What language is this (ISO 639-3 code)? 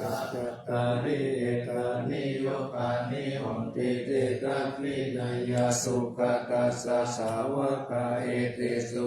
pli